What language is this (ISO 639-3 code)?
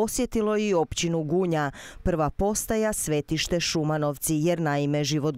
hrv